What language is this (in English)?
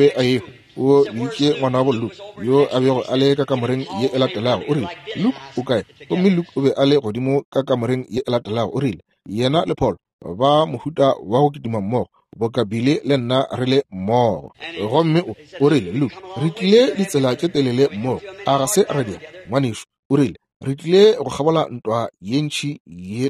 Northern Sotho